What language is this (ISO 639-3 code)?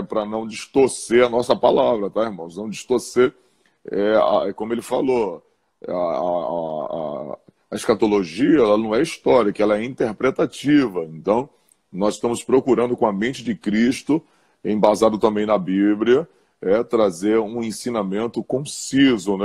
por